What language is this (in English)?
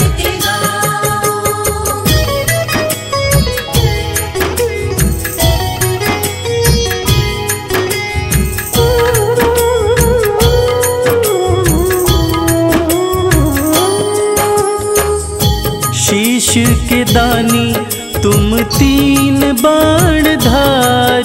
Hindi